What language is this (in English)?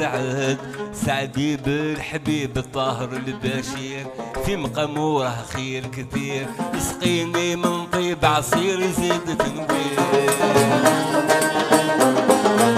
Arabic